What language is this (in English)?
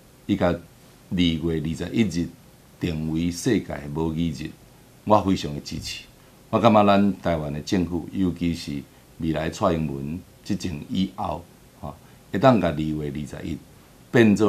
Min Nan Chinese